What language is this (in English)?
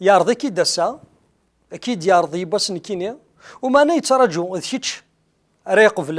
Kabyle